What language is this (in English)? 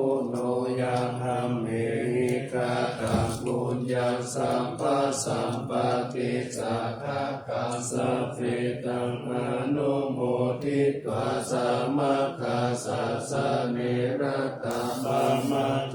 Pali